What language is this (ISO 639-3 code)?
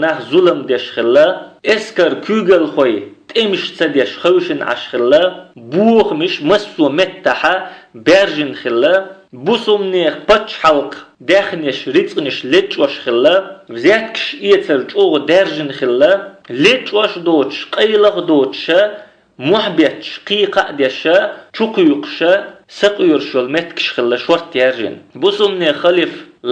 che